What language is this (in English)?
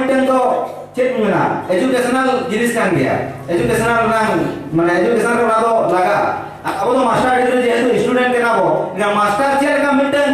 Santali